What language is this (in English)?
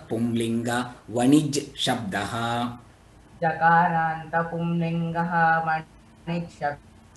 Sanskrit